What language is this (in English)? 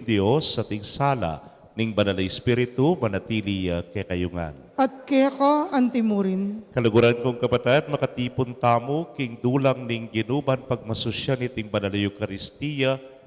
Pampanga